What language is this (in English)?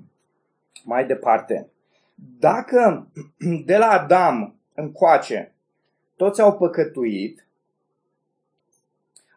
Romanian